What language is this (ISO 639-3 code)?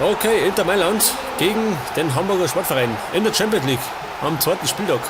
bar